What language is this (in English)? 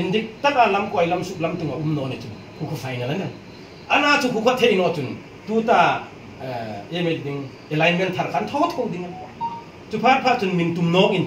Hmar